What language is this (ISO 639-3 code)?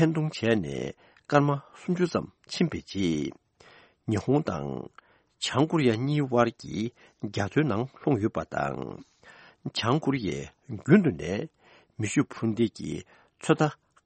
bod